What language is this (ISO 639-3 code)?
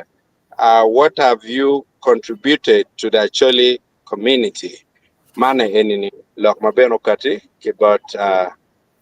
ach